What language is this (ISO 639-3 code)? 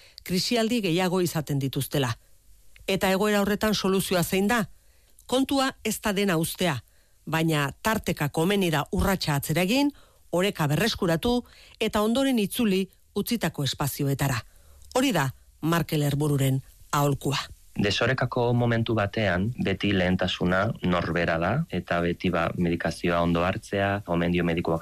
eus